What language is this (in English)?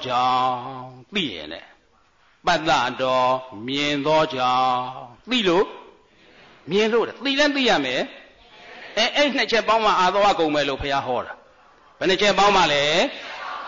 Burmese